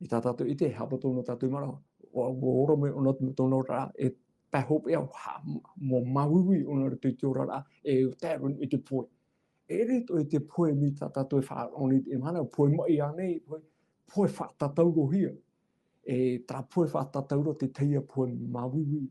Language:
Tahitian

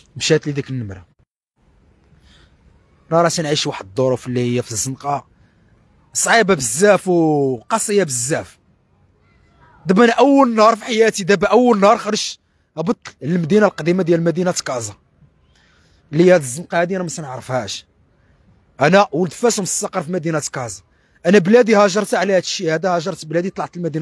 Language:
Moroccan Arabic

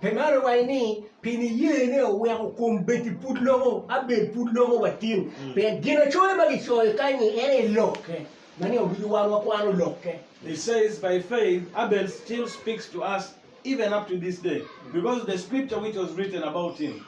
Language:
Acoli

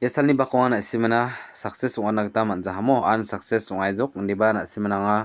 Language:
Garo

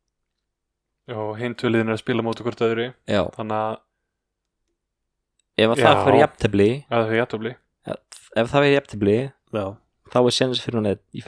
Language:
Icelandic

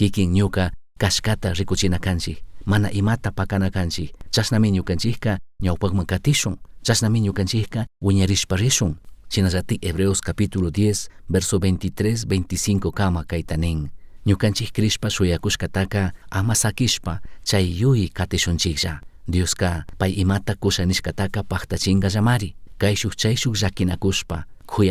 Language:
Chimborazo Highland Quichua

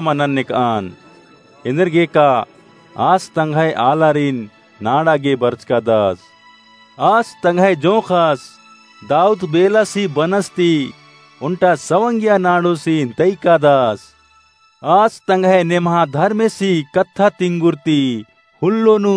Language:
Kurukh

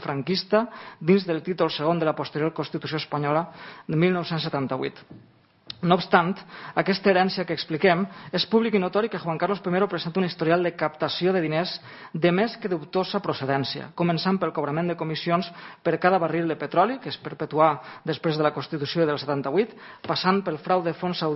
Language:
Catalan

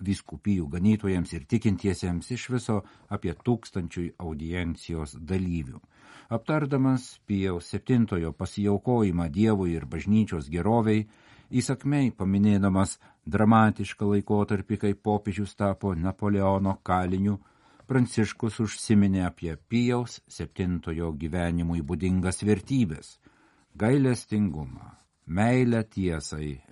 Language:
Lithuanian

